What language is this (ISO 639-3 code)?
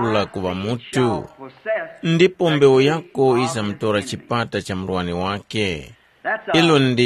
tum